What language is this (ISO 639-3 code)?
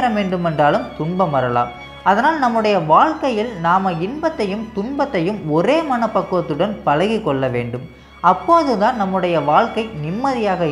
tam